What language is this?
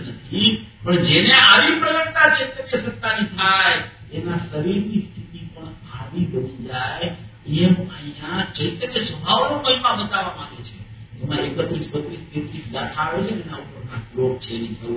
Gujarati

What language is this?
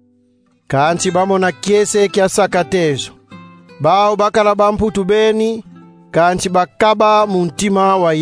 Kongo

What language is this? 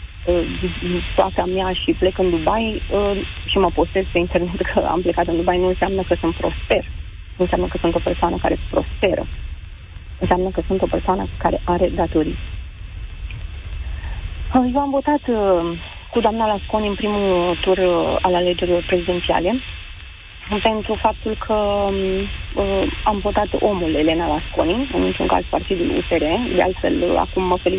Romanian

